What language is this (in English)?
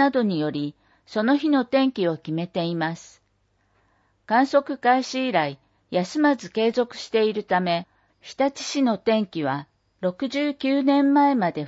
Japanese